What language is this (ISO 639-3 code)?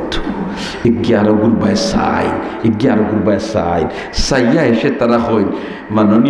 syl